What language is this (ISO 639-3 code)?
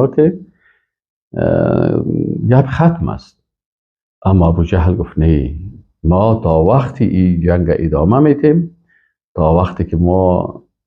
fas